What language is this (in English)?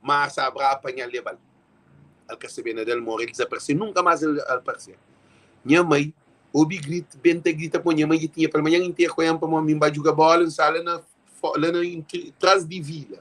Kabuverdianu